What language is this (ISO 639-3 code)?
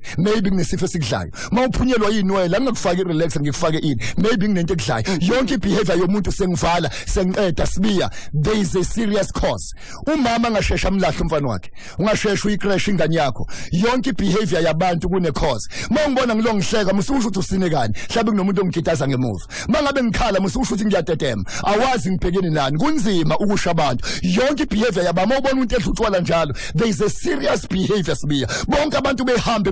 zul